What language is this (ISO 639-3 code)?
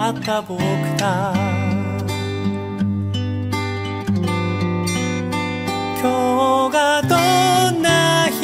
jpn